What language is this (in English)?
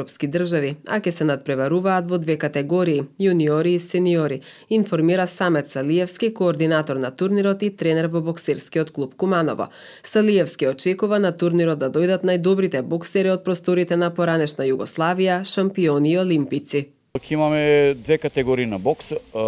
Macedonian